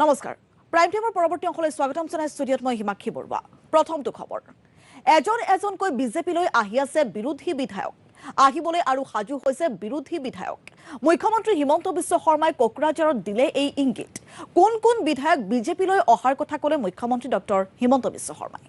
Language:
Assamese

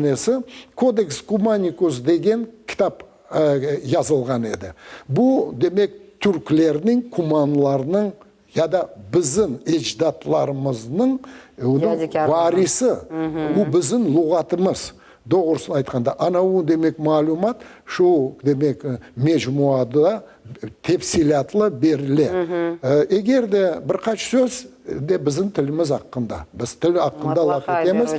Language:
Crimean Tatar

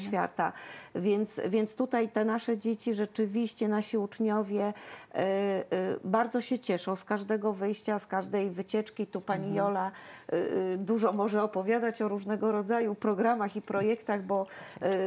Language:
Polish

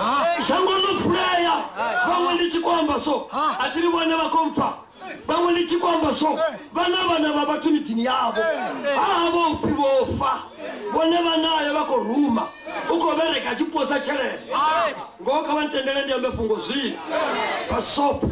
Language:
Venda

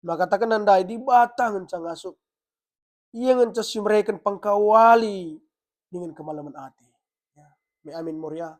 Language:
Batak Karo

